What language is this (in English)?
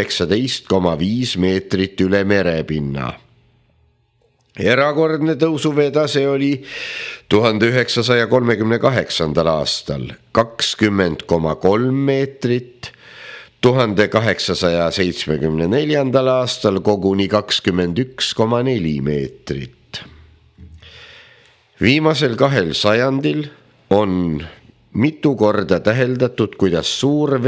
Estonian